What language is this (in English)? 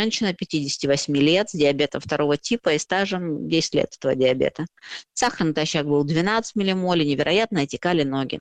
Russian